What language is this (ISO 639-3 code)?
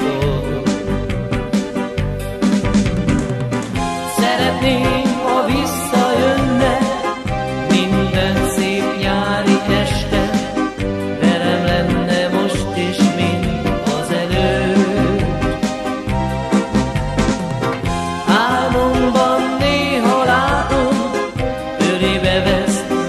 hun